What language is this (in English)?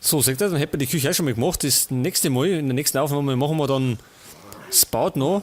Bavarian